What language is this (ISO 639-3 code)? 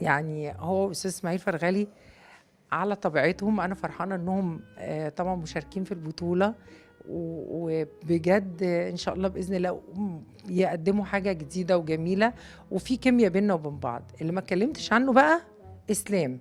arz